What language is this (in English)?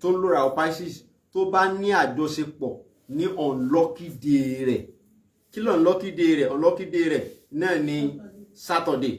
Yoruba